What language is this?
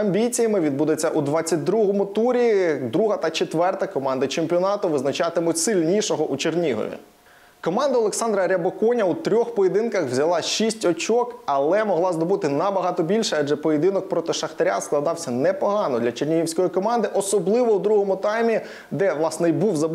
Ukrainian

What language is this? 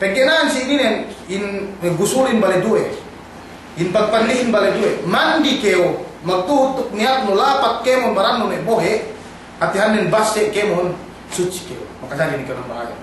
Yakan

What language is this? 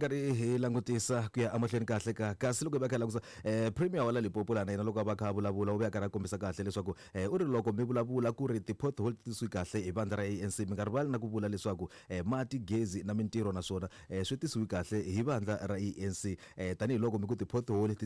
Tsonga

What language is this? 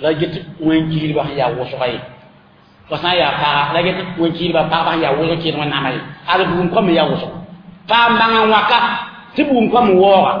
Mossi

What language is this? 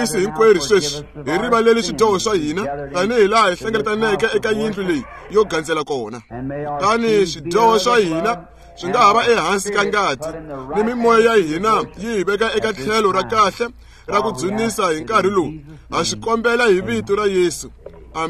Tsonga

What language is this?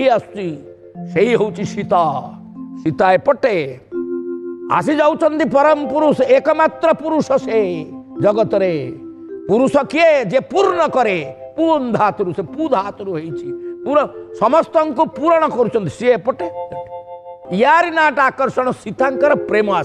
Odia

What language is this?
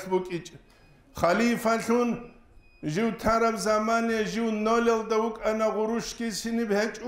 Avaric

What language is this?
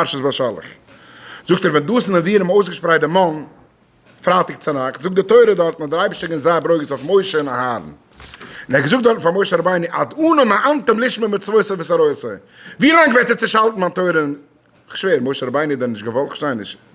Yiddish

